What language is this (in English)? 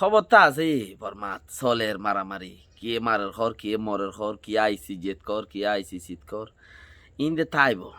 Rohingya